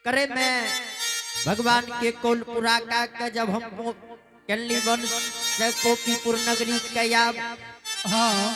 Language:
Angika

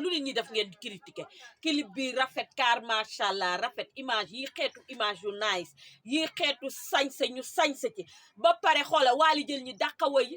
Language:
Wolof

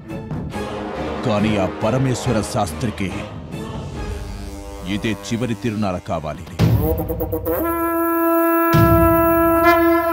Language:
Telugu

